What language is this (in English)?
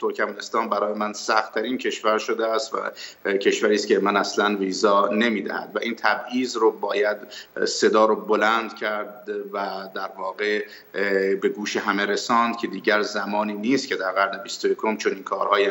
Persian